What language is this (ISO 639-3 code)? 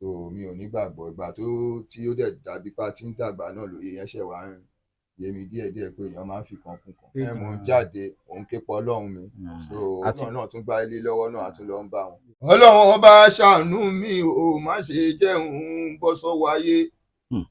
yor